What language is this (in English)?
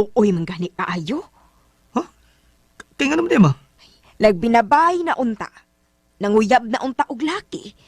Cebuano